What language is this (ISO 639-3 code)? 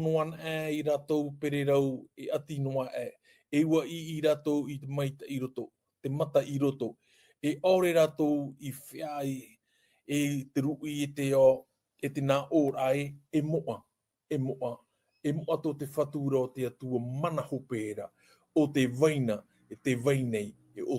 tah